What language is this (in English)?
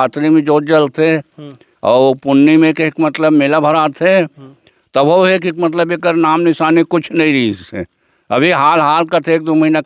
Chhattisgarhi